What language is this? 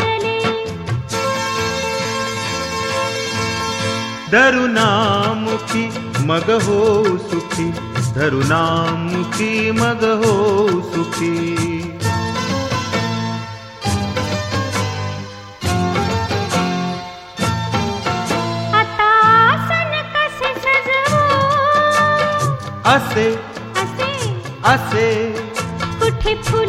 Marathi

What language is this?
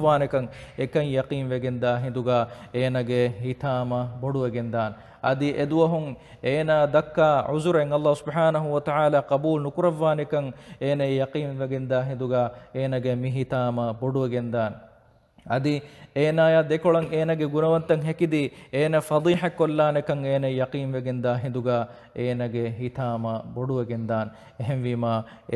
Divehi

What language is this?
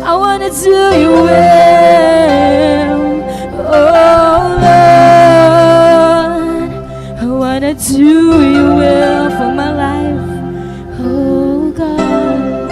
Waray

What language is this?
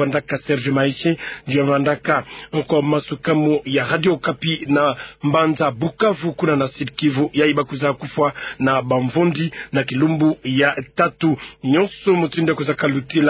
Kituba (Democratic Republic of Congo)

